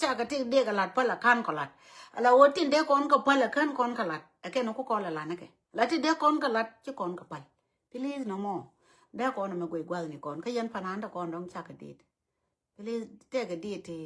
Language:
Nuer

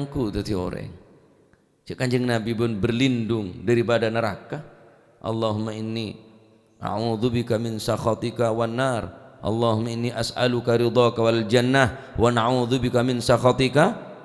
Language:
Madurese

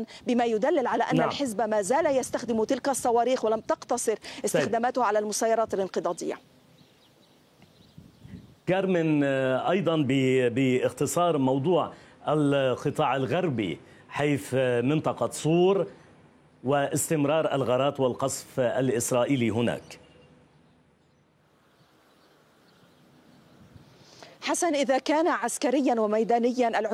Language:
Arabic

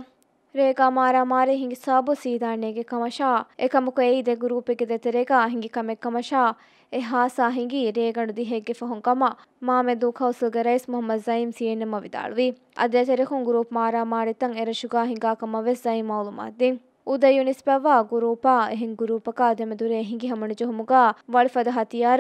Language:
Divehi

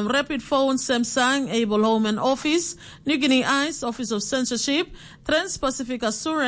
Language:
Tok Pisin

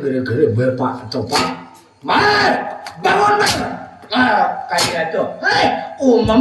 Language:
Banjar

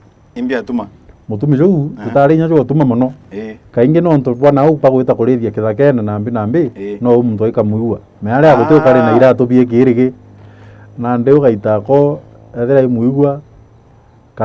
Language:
Meru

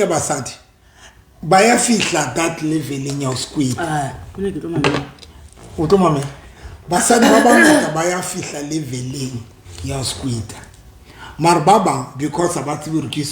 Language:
Southern Sotho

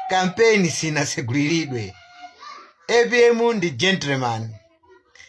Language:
Nyanja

